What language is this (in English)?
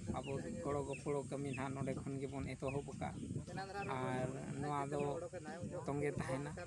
Santali